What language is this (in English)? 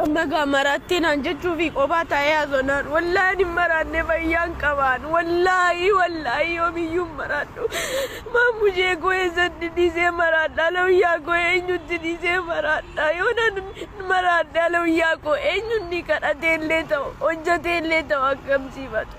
Oromo